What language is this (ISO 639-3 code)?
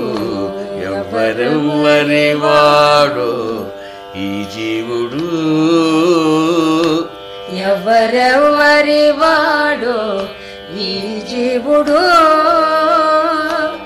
tel